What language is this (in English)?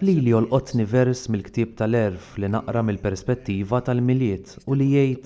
Maltese